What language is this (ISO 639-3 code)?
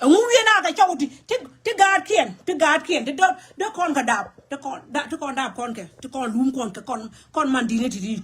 nus